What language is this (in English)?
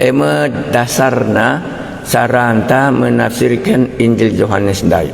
Batak Karo